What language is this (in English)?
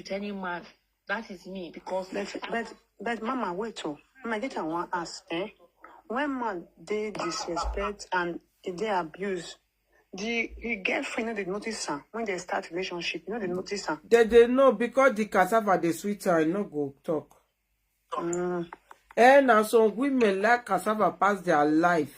Nigerian Pidgin